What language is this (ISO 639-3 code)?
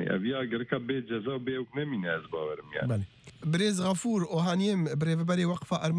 kur